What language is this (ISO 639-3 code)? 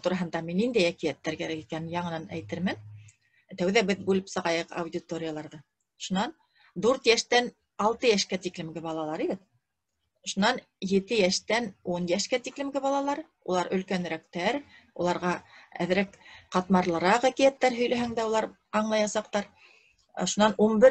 bak